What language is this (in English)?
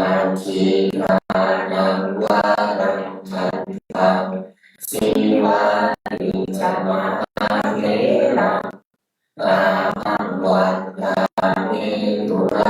Pali